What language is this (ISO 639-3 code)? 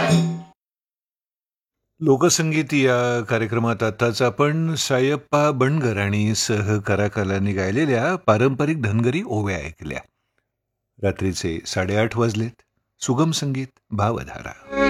mar